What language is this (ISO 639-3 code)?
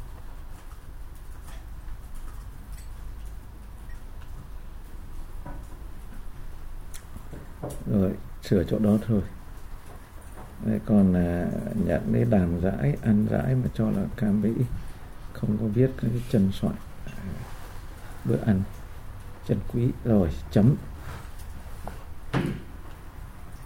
vie